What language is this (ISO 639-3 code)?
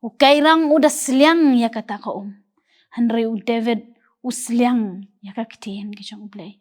kha